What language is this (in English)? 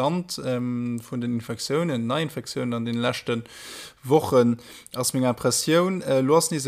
Luxembourgish